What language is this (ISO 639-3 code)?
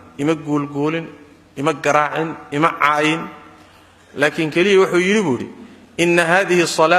som